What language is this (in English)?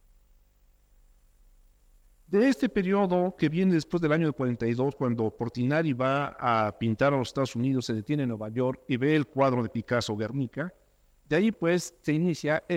Spanish